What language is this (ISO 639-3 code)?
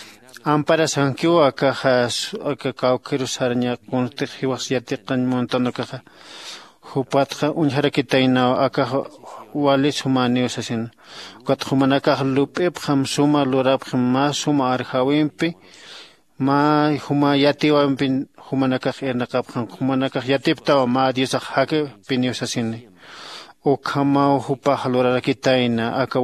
aym